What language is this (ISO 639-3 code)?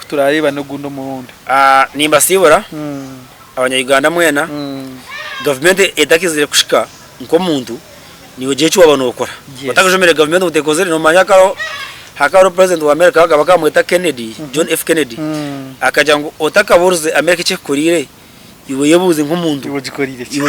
nyn